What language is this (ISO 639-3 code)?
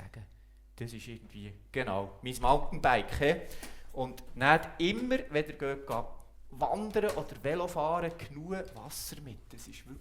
gsw